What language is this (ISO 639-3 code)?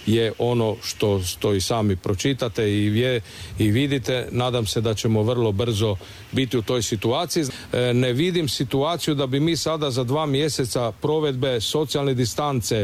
hrv